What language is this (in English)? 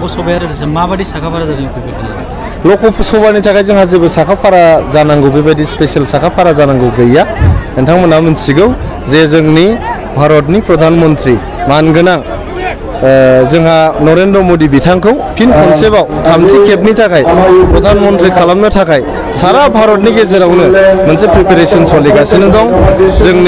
Bodo